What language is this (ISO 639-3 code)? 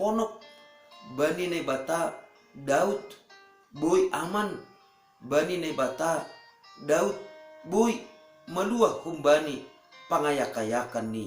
bts